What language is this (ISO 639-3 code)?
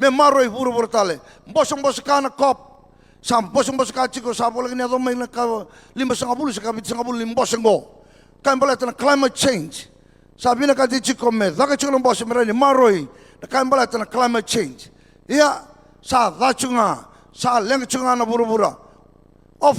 fij